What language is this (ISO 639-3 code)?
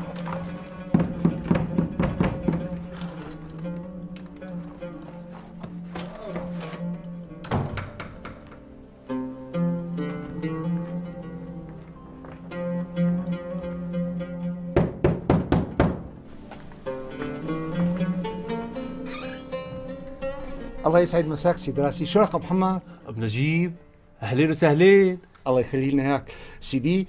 apc